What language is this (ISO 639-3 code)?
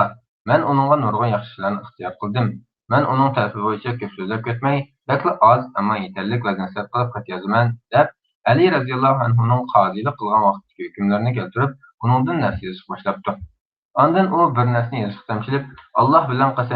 uig